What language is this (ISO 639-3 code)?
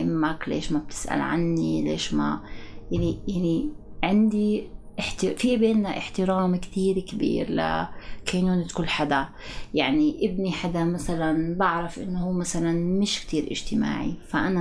apc